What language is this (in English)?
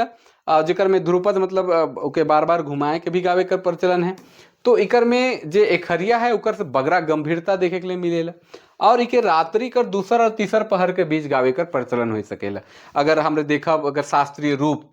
Sadri